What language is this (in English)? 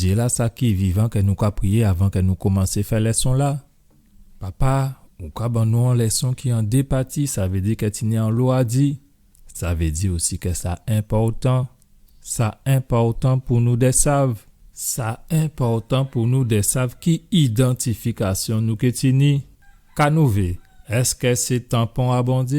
Guadeloupean Creole French